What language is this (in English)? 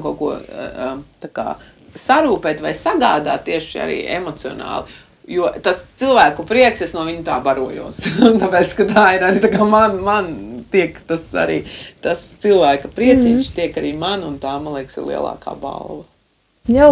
Latvian